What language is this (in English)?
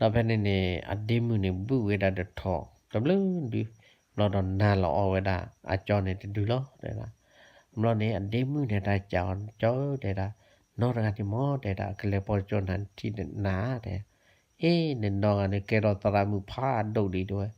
S'gaw Karen